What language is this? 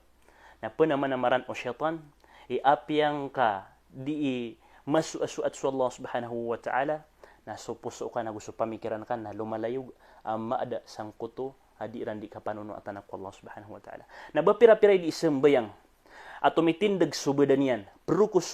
Maranao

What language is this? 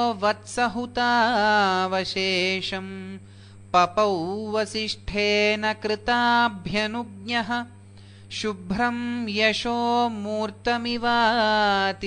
Sanskrit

